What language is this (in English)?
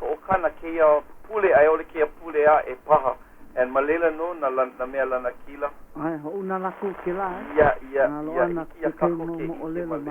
Hawaiian